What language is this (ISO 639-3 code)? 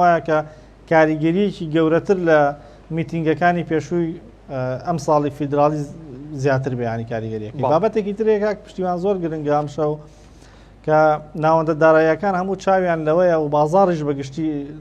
ckb